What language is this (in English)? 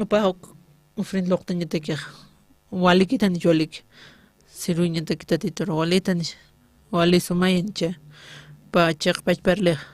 Aymara